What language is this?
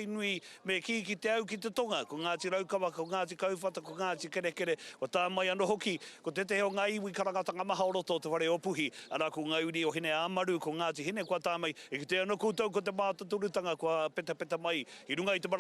Māori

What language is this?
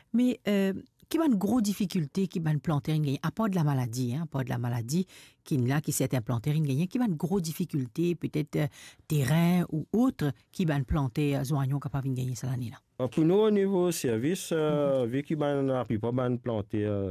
Morisyen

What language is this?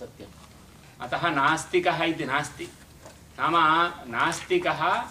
Sanskrit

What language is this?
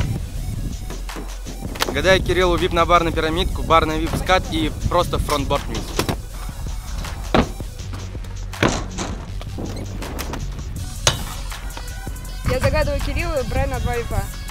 Russian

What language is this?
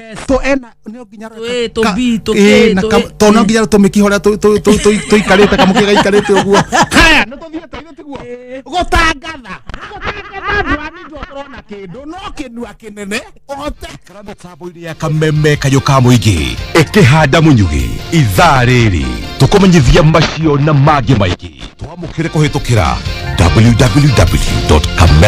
Kikuyu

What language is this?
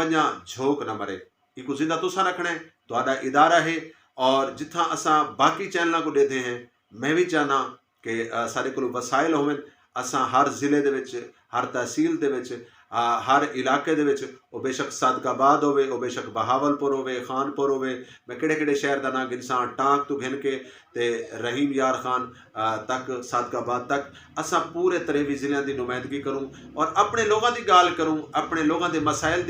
Saraiki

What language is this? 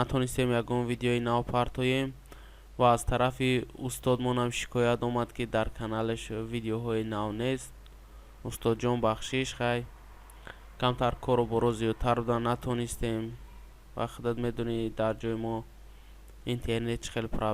Tajik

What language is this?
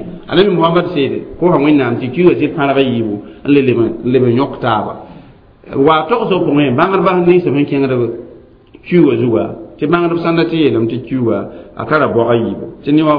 Mossi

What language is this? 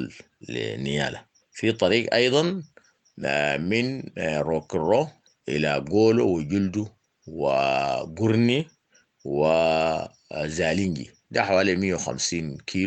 Sudanese Arabic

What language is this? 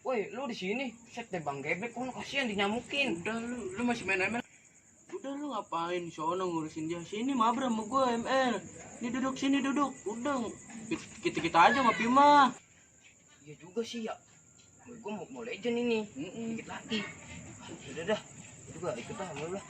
Betawi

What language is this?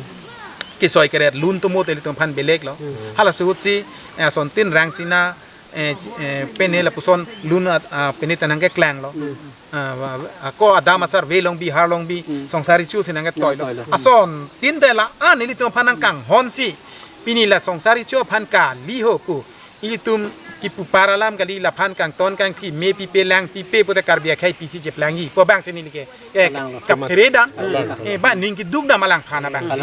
Karbi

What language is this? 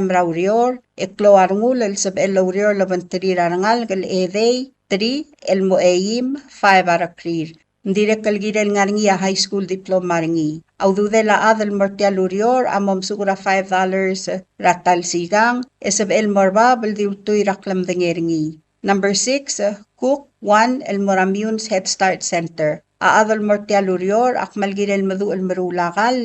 Palauan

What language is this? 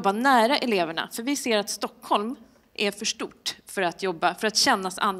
Swedish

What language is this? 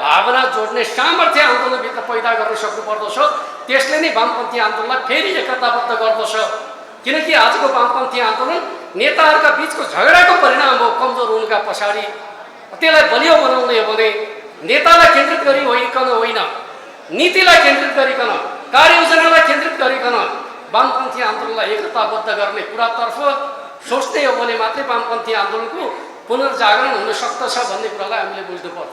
Nepali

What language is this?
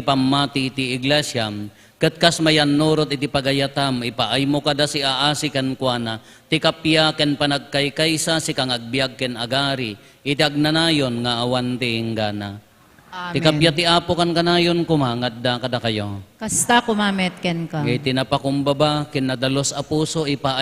Iloko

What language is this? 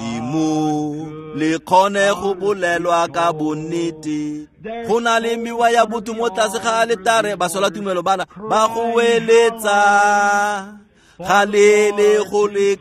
Tswana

